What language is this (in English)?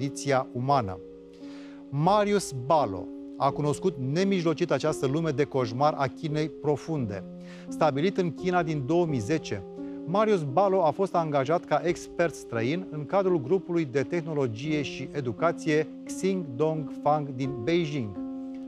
Romanian